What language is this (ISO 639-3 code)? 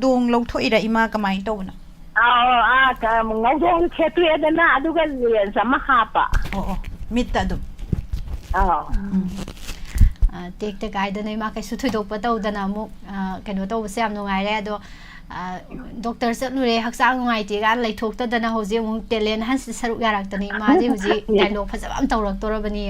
mni